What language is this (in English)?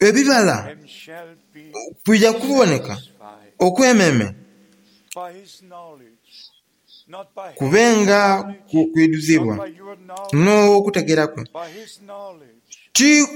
Soga